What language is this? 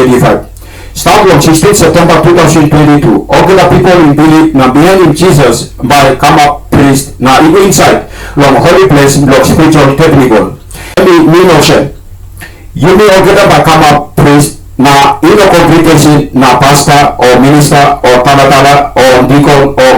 Tok Pisin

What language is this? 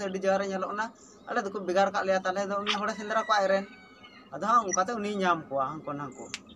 Santali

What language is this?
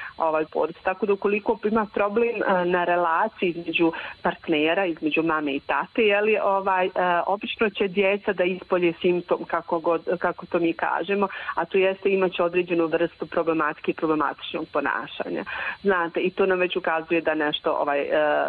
Bosnian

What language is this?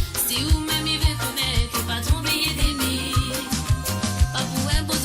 Morisyen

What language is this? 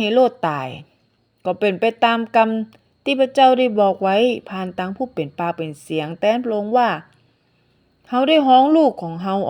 Northern Thai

